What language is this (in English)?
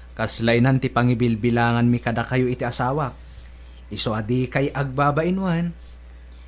Iloko